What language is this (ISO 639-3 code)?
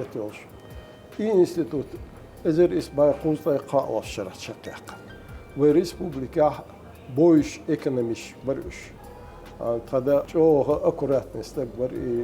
che